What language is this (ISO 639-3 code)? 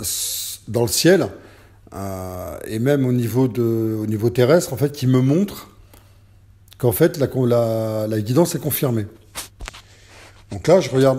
fra